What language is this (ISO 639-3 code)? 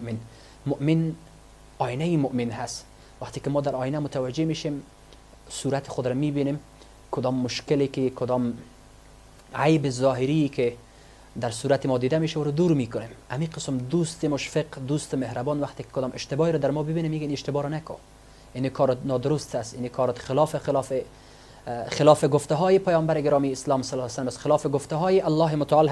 fas